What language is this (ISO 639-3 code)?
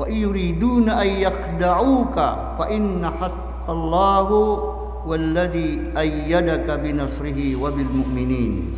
mrw